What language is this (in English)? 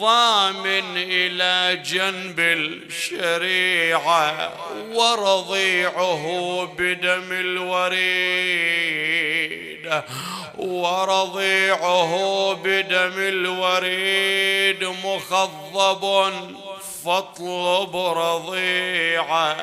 Mesopotamian Arabic